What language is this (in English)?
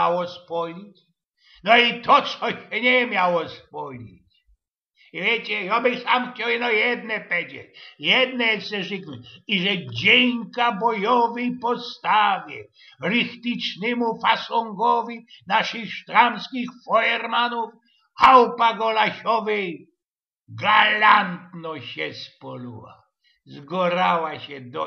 Silesian